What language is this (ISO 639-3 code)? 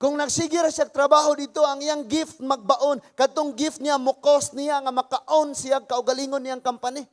ceb